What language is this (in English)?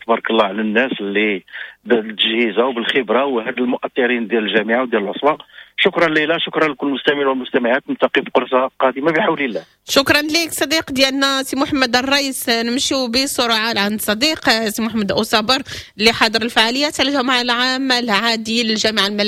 Moroccan Arabic